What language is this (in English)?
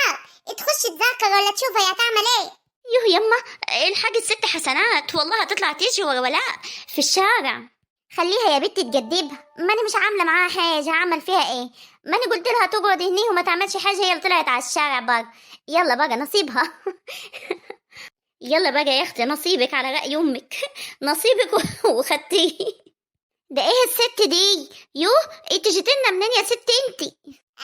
Egyptian Arabic